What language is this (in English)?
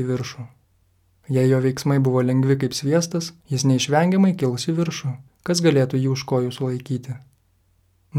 Lithuanian